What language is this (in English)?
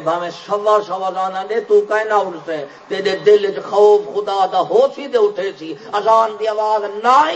Saraiki